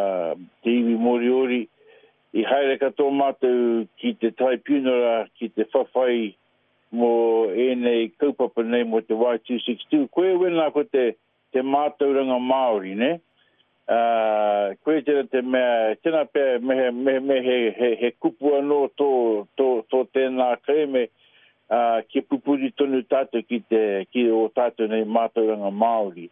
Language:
Māori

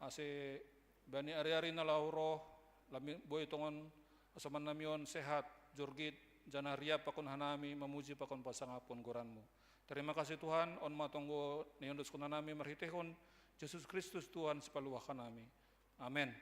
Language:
Batak Simalungun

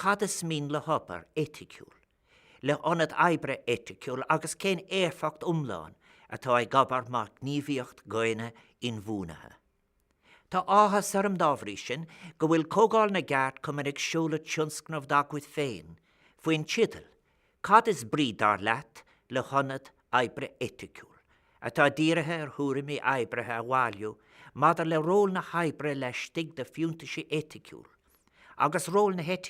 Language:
Irish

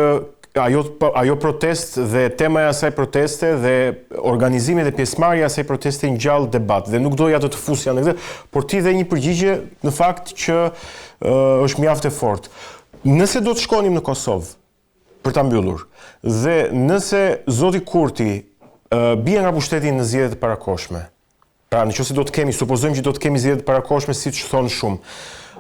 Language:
Albanian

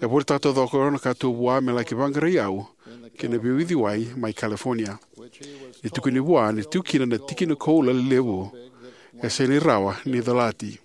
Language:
Fijian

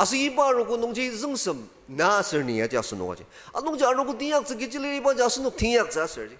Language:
Ao Naga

